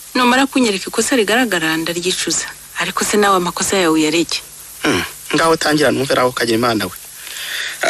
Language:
Kinyarwanda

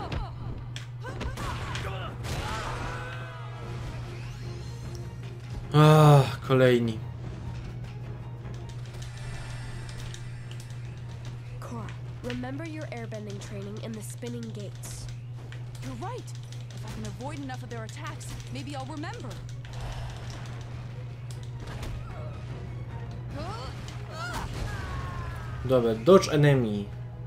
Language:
Polish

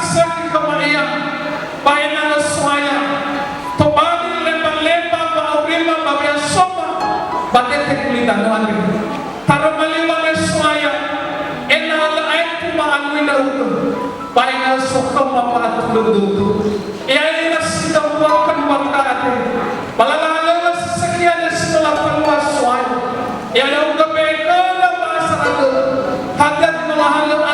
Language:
Nias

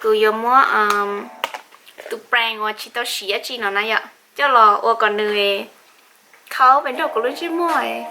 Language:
Hmong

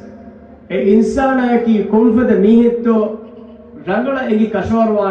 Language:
Divehi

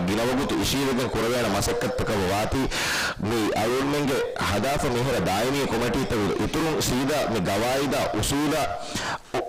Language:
Divehi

